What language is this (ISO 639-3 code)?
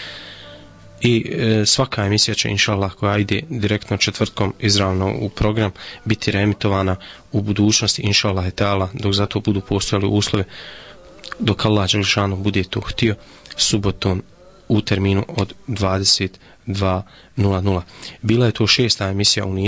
bos